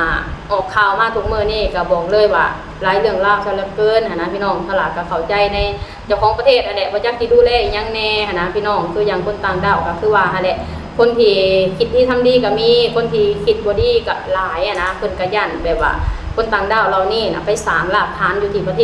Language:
Lao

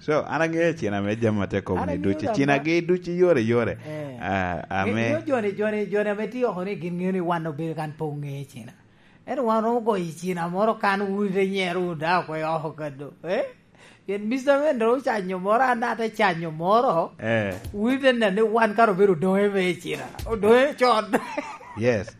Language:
Lango (Uganda)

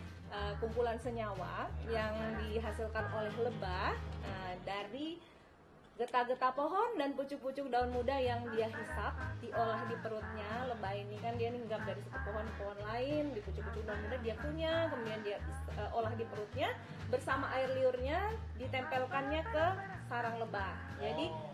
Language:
Indonesian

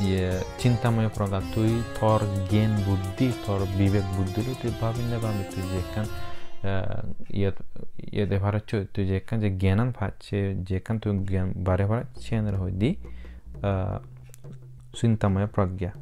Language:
Chakma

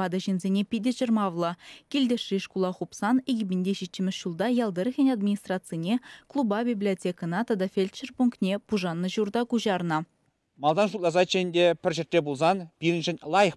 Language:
Chuvash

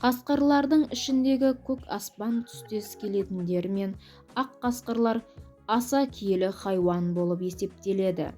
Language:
Kazakh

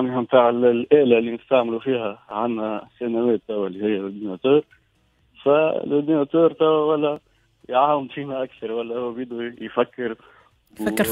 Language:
Tunisian Arabic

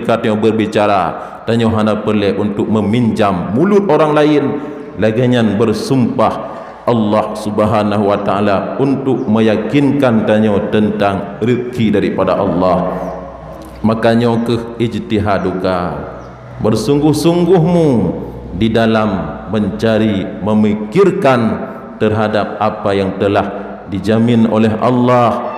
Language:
Achinese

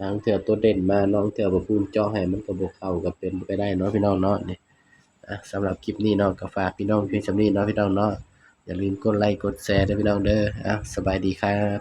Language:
Northeastern Thai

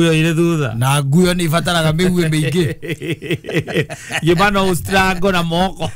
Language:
Kikuyu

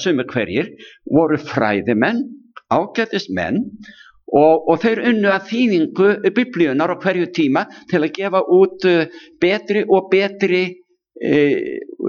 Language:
Icelandic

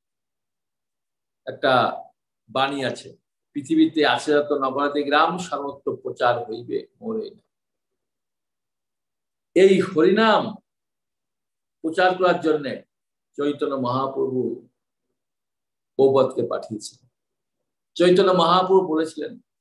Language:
Bangla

